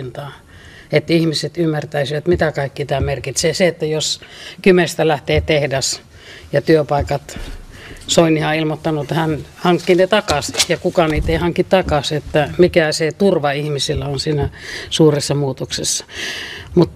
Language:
Finnish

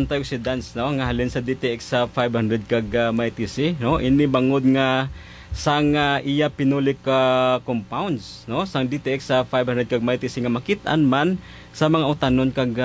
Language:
Hiligaynon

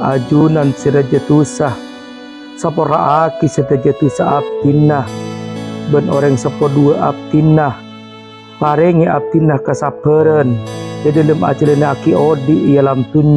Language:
Madurese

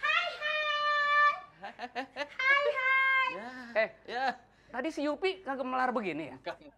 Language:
Betawi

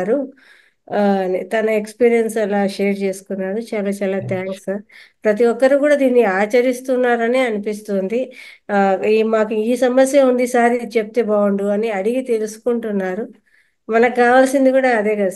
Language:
Telugu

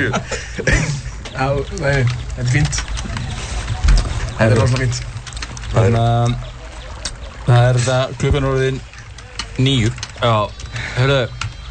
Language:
Icelandic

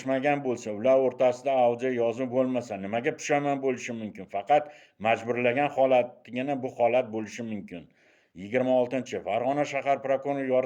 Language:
Uzbek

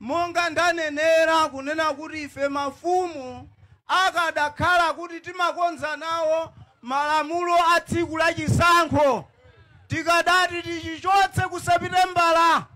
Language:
Nyanja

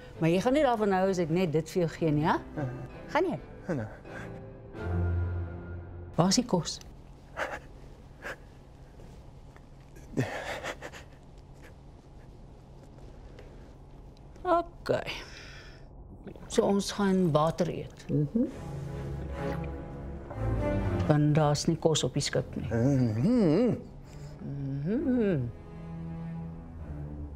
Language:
Afrikaans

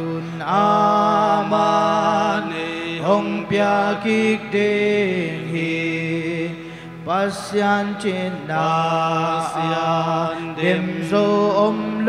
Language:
Tedim Chin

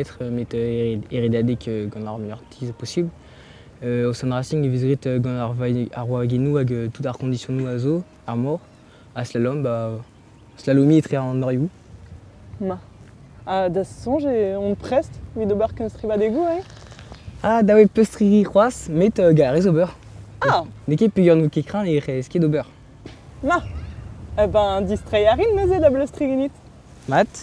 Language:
Breton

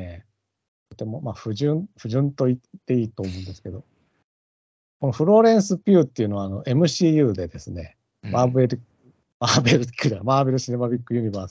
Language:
Japanese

